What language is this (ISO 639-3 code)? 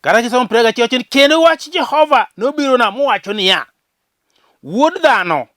luo